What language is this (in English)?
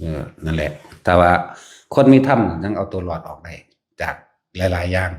Northeastern Thai